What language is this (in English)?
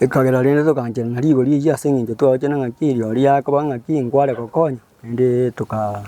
Gusii